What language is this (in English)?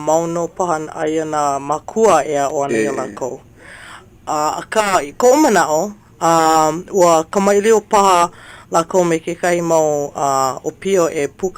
Hawaiian